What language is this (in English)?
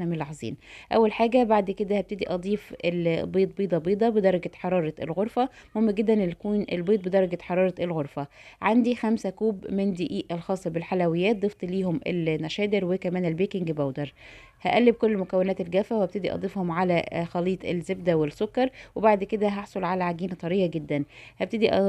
Egyptian Arabic